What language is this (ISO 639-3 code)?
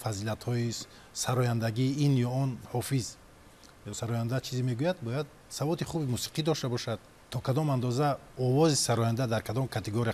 tgk